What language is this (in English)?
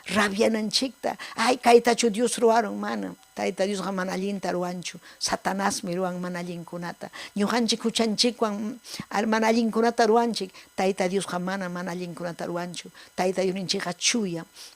Ayacucho Quechua